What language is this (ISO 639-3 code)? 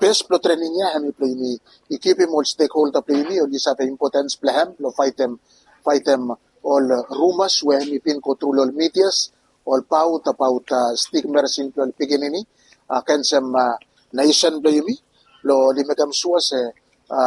bis